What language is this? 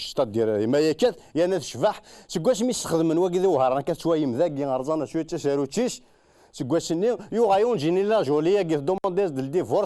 Kabyle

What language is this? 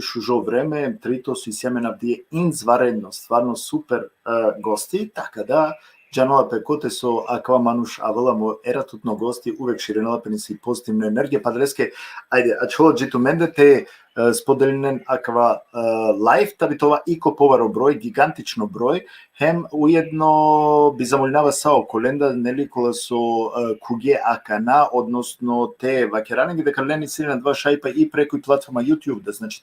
Balkan Romani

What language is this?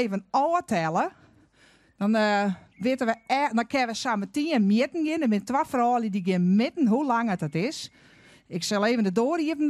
Western Frisian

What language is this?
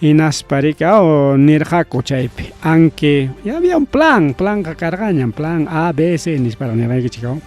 Ayacucho Quechua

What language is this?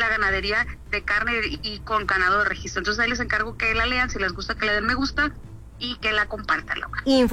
Spanish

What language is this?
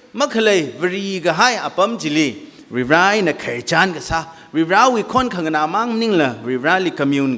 Tangkhul Naga (India)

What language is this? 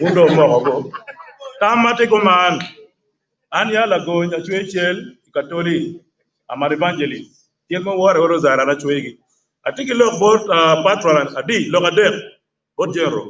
Acoli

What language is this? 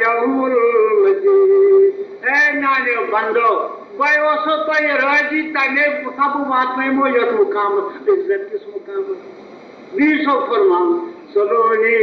Kashmiri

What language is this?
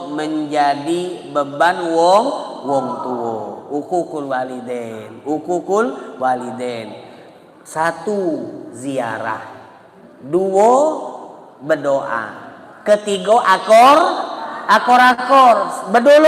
Musi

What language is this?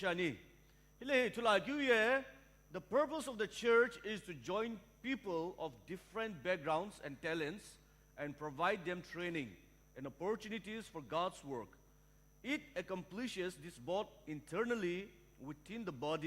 Sumi Naga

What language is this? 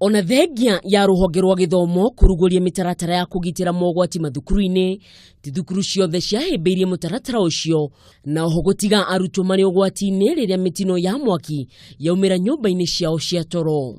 Kikuyu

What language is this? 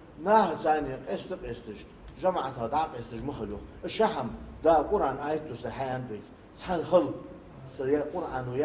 Ingush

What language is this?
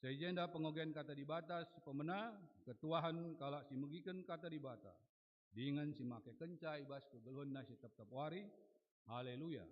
Batak Karo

